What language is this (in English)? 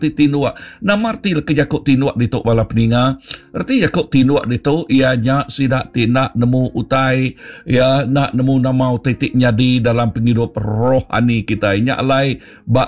Iban